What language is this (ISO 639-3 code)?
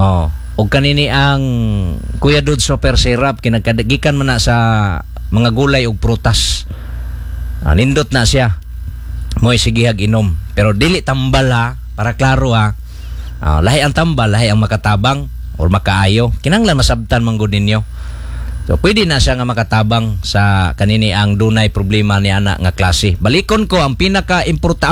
ceb